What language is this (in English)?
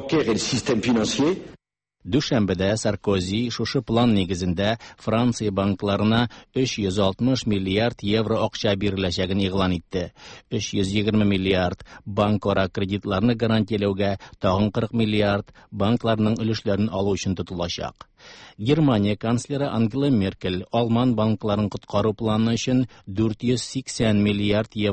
Tatar